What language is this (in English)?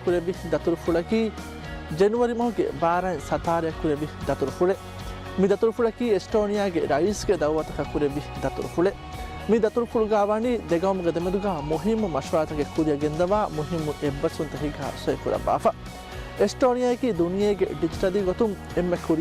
Divehi